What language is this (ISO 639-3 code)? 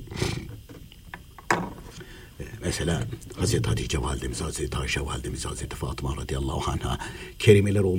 tur